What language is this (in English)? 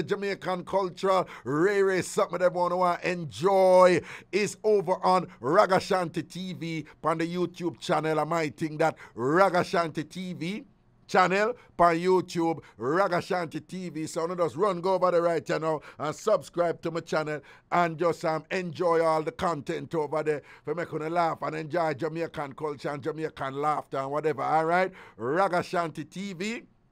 Jamaican Creole English